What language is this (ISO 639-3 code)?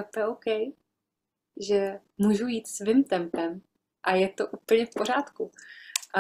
ces